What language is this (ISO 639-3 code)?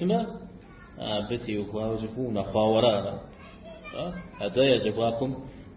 kbd